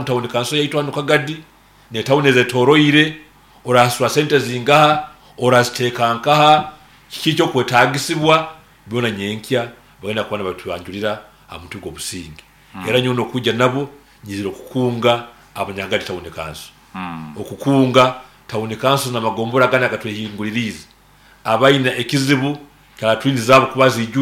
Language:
Nyankole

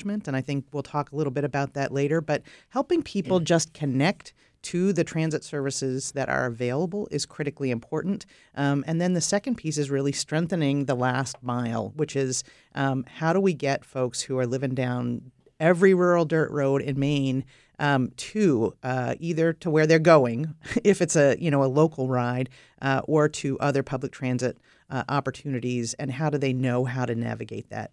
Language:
English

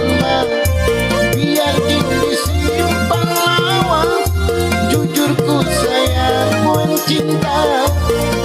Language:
Banjar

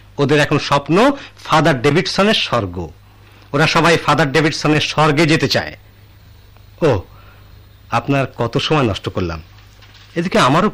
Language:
Bangla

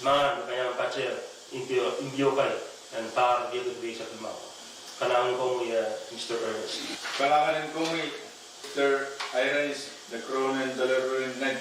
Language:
Pohnpeian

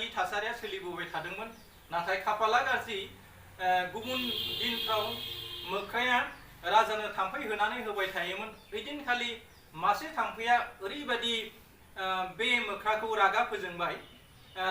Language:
Bodo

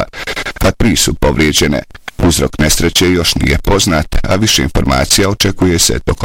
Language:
Bosnian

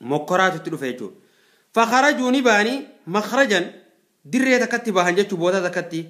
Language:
Oromo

